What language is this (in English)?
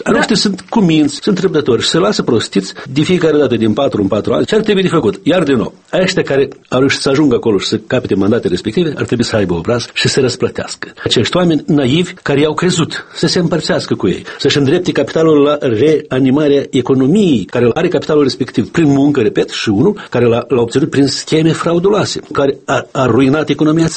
Romanian